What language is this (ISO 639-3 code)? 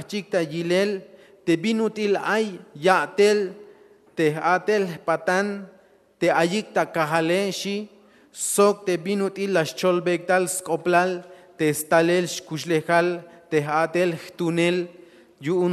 tzh